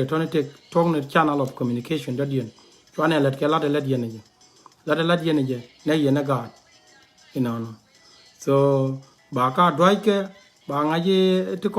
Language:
Nuer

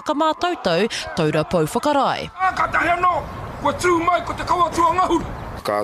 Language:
Māori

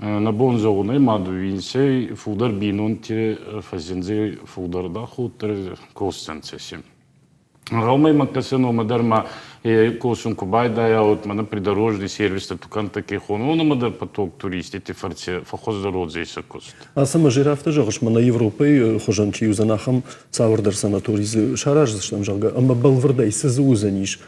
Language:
Ossetic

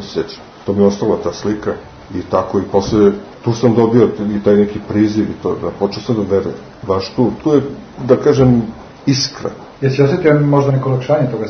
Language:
Serbian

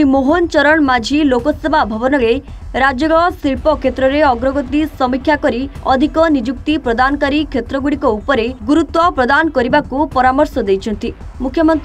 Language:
Odia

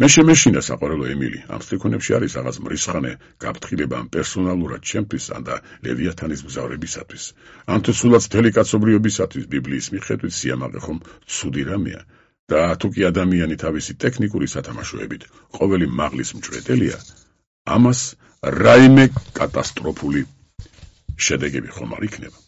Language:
Georgian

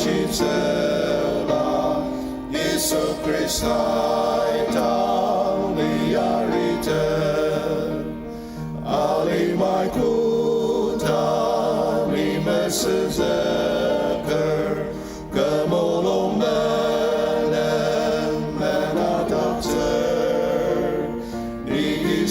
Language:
Ao Naga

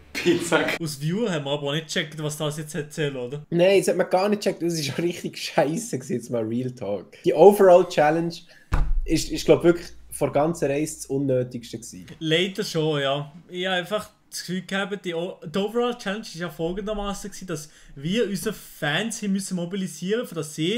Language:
Swiss German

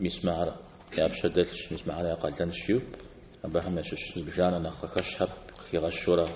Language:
Kabardian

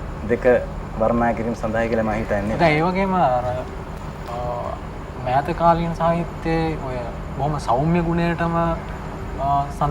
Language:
Sinhala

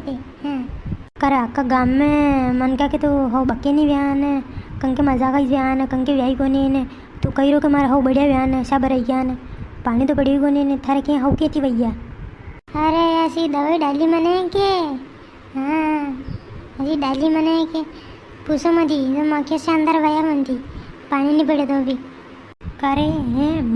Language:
Rajasthani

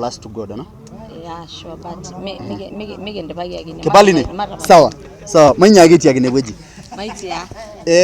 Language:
Masai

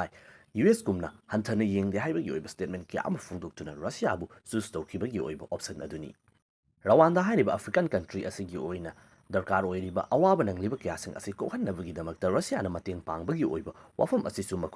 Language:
Manipuri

